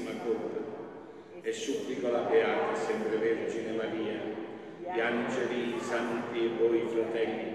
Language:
Italian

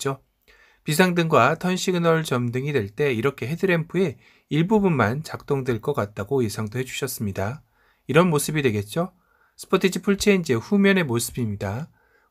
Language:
Korean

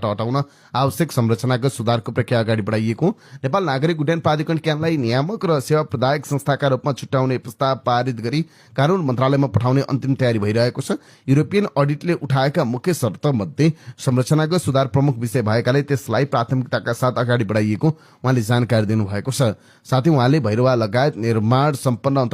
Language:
Nepali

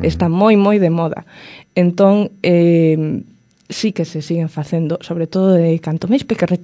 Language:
Galician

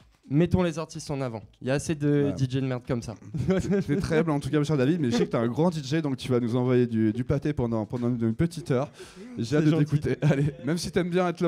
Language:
French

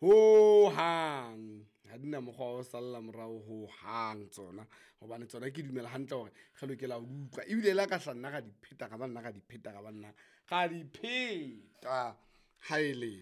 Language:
Southern Sotho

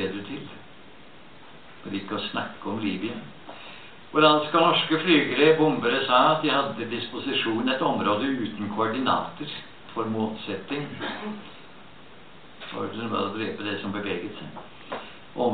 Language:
Norwegian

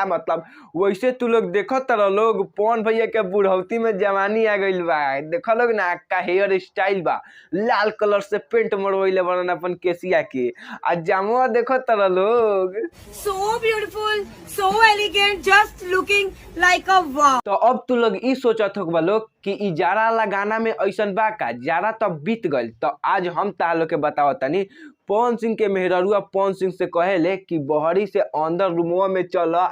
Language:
Bhojpuri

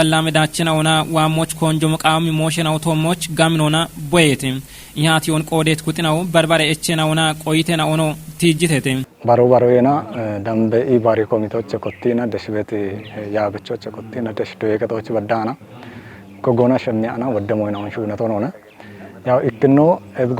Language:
Kafa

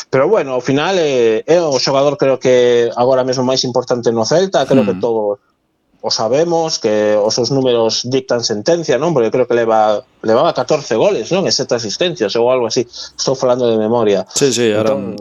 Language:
Galician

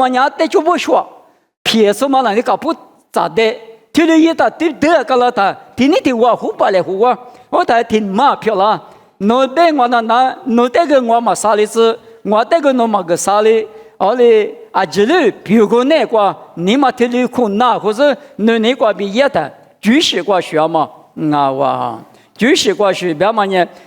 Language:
Lisu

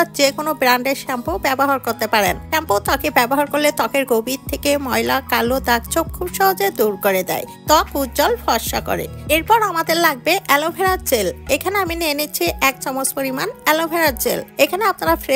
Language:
Bangla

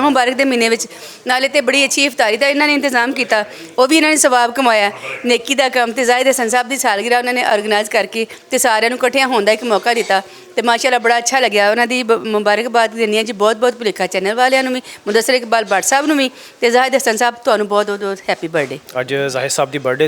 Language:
Western Panjabi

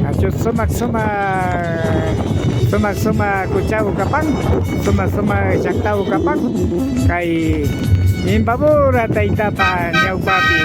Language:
Imbabura Highland Quichua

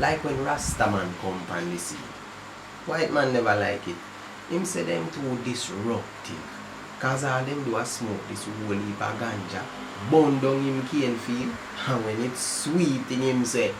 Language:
Jamaican Creole English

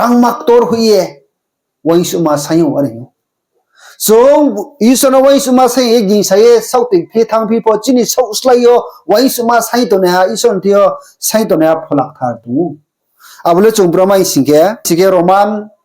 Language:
Riang (India)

